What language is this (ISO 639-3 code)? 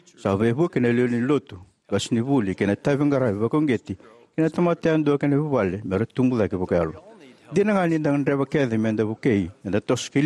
fij